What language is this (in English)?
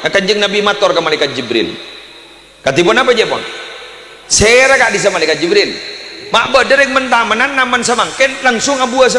Madurese